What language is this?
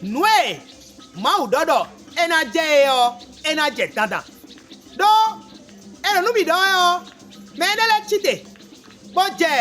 Fon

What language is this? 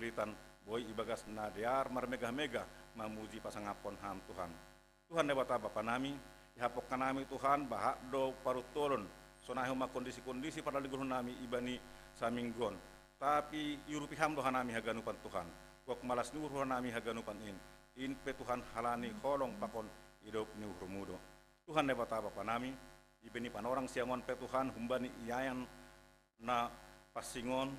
Batak Simalungun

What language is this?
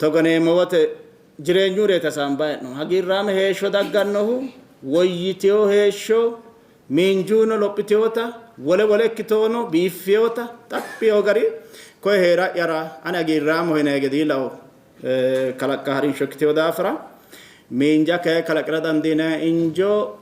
Sidamo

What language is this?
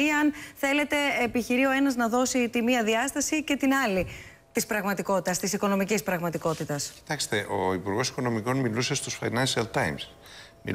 Greek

